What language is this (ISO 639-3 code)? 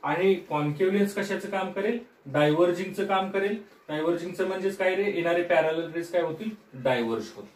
mar